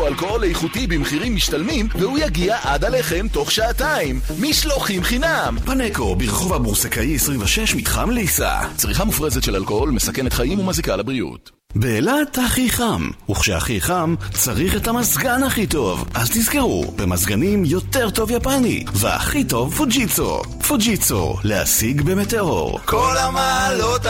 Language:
Hebrew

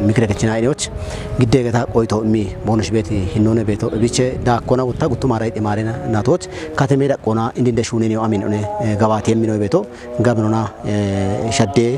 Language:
Kafa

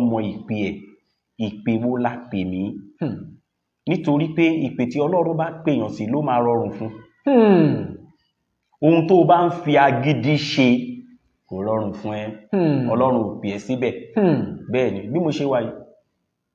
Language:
Yoruba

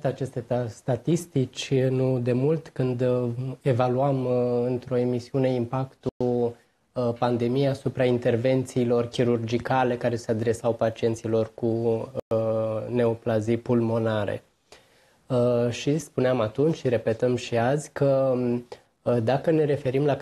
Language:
Romanian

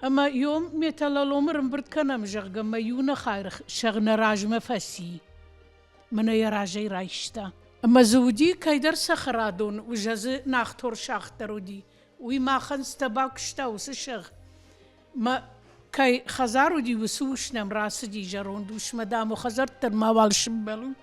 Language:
Ossetic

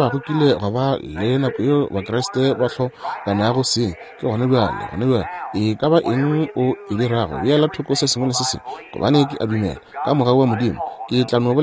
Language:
Northern Sotho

